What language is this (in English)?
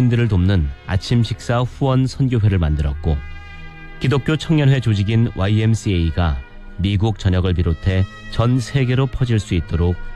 Korean